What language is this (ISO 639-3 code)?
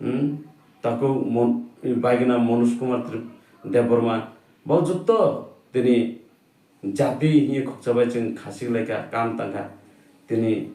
trp